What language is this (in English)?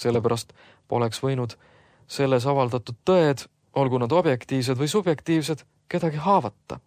Estonian